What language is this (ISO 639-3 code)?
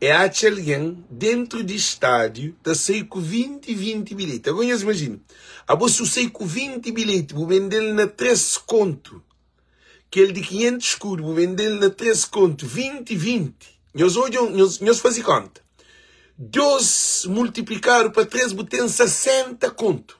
kea